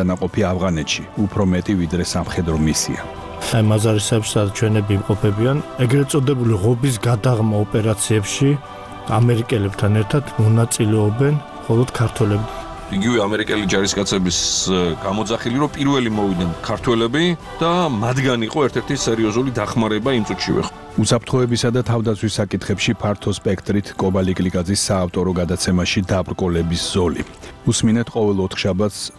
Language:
Georgian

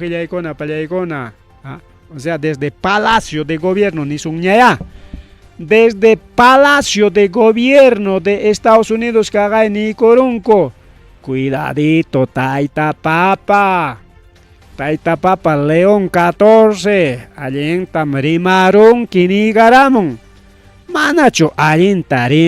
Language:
Ayacucho Quechua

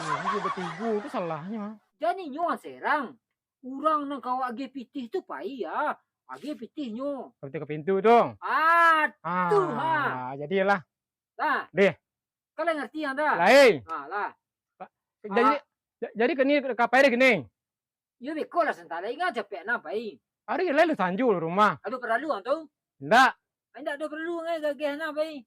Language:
Minangkabau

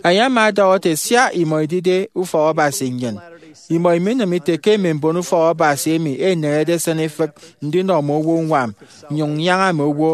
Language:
Efik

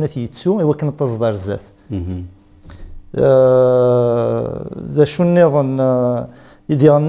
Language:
Kabyle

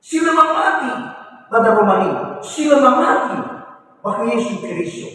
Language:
Nias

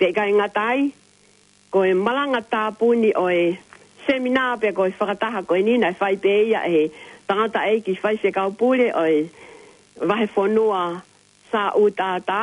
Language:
Tongan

